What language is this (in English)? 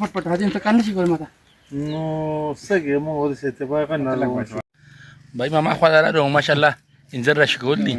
Pashto